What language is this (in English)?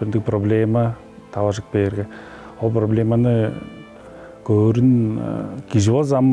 Tuvinian